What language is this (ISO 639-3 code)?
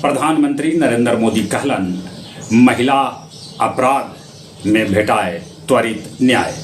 mag